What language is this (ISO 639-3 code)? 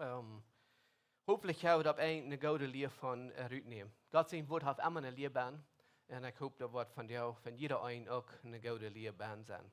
pdt